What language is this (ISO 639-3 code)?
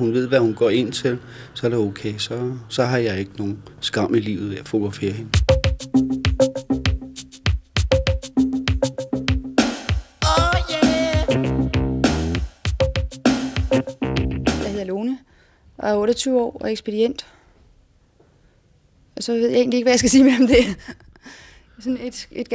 dan